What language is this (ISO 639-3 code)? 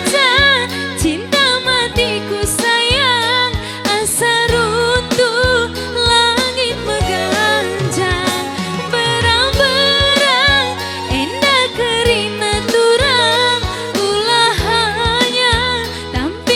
btx